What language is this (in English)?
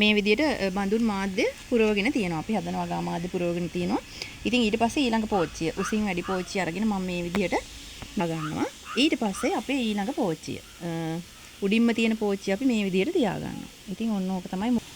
Sinhala